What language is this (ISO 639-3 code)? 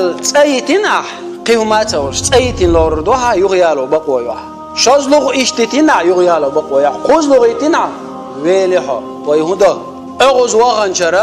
che